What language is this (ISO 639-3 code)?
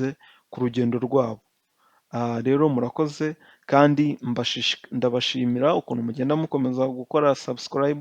kin